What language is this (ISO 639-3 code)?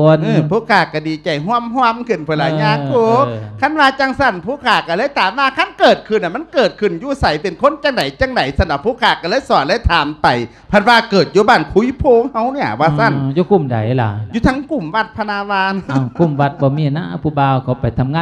lao